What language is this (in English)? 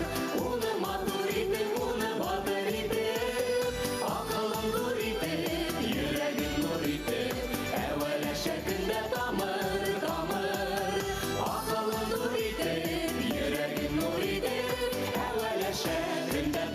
Bashkir